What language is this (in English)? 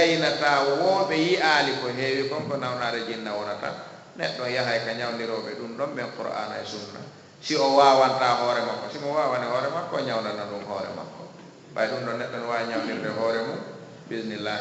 Fula